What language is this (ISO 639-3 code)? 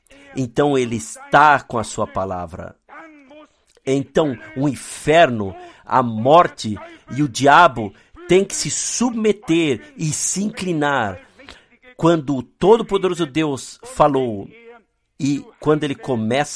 por